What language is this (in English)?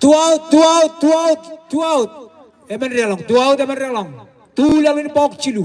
Marshallese